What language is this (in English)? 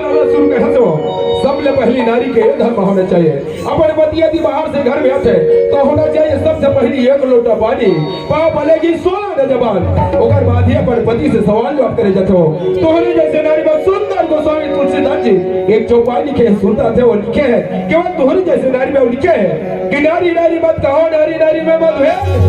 Chhattisgarhi